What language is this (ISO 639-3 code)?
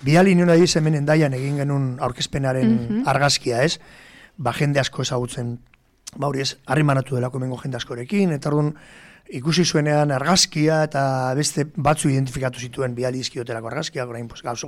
eus